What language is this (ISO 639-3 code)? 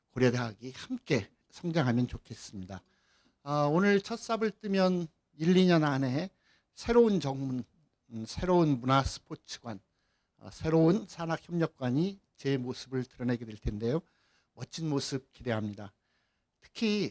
kor